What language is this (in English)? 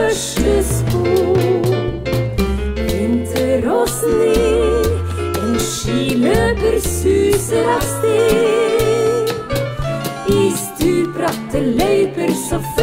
Norwegian